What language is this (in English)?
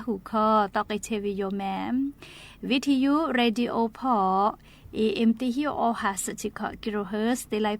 Lahu